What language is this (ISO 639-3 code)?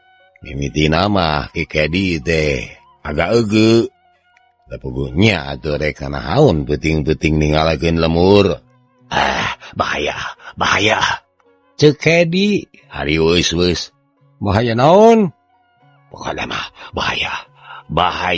sun